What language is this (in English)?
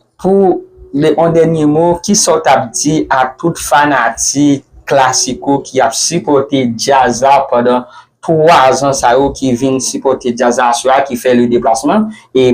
Haitian Creole